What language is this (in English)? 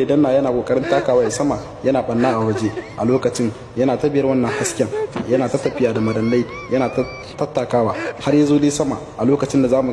Hausa